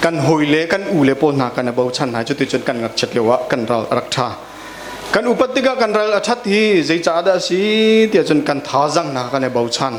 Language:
Hakha Chin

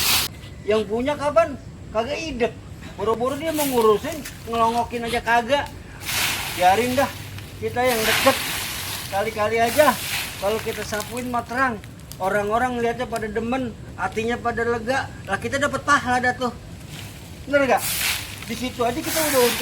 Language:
Betawi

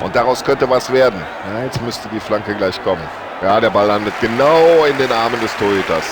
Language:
Bavarian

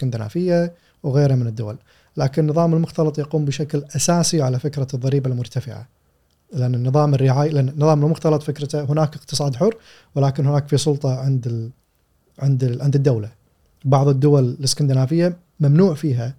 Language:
Gulf Arabic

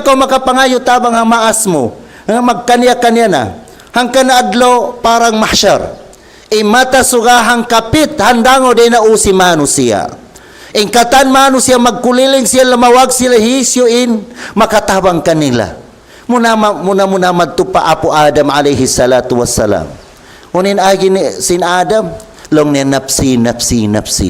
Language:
Tausug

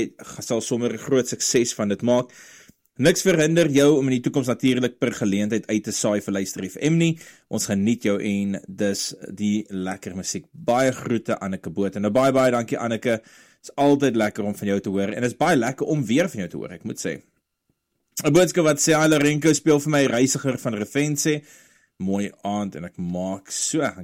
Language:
Afrikaans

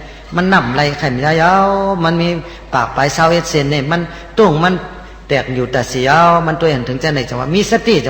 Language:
Shan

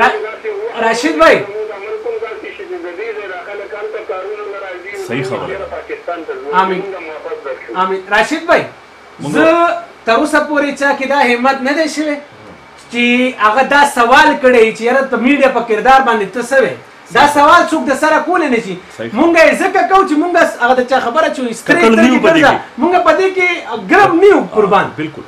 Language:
Pashto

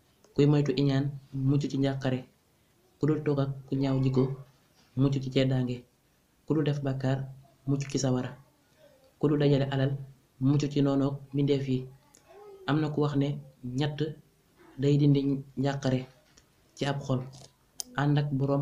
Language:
Wolof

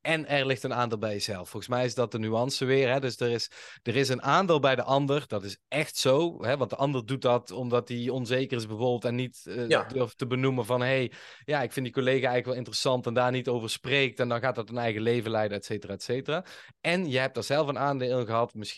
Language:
Dutch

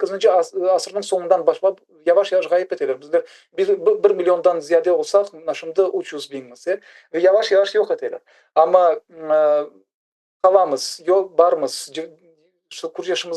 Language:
Crimean Tatar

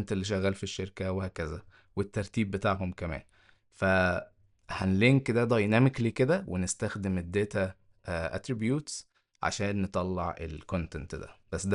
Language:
Egyptian Arabic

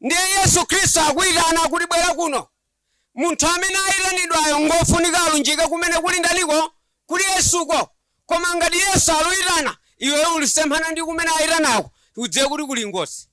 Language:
Nyanja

